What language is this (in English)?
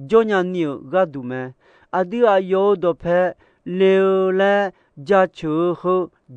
Akha